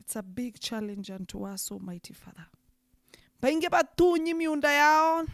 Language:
Meru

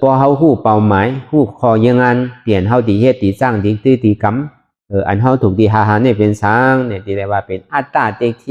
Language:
Shan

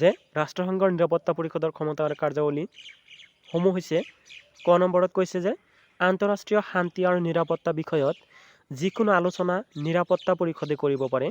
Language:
Assamese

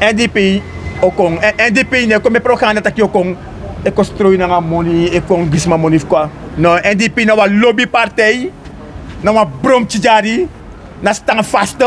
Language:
Sranan Tongo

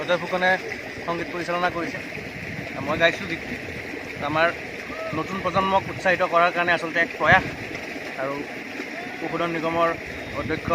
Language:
Assamese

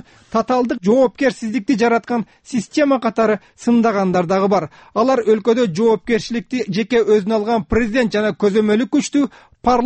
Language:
Kyrgyz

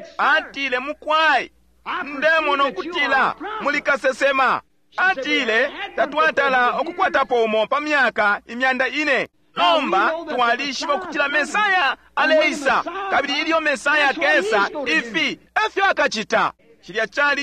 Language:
Bemba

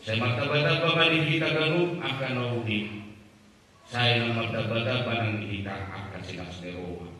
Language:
Batak Toba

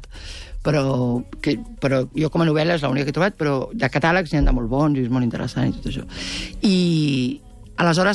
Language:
Catalan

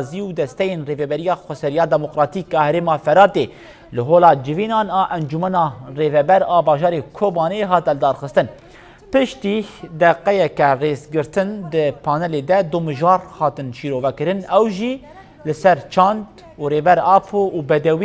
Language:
Kurdish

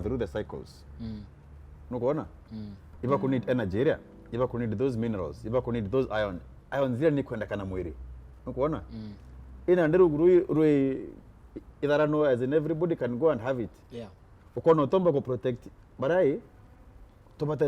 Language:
Meru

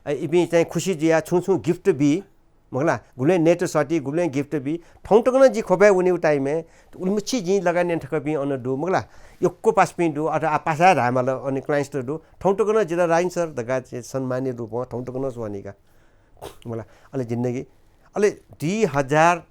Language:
Newari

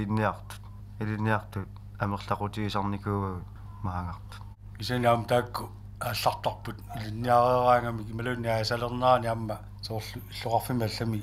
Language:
Kalaallisut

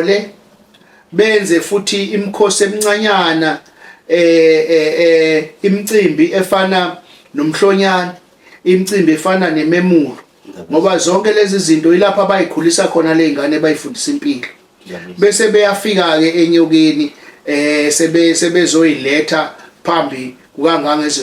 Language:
Zulu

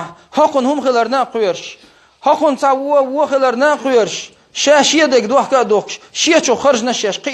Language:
Chechen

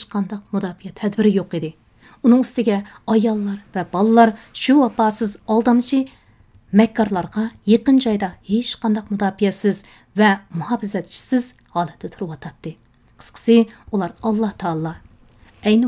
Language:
Uyghur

